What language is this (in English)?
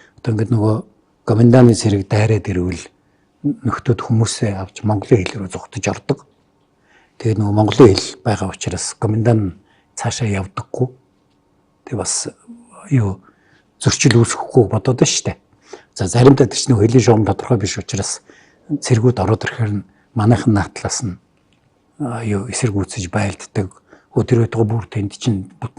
Mongolian